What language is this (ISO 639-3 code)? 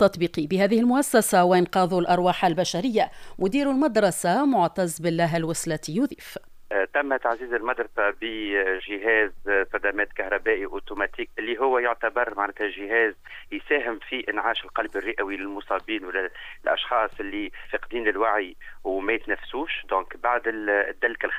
aeb